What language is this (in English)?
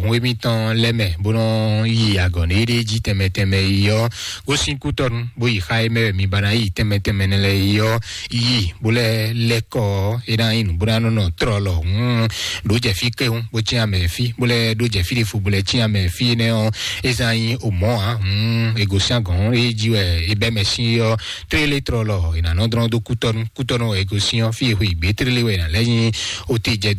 Fon